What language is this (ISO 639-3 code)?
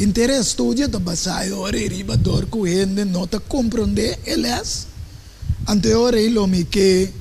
pap